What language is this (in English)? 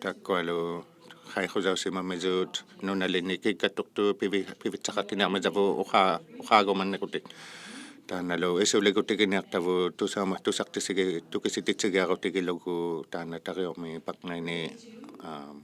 Inuktitut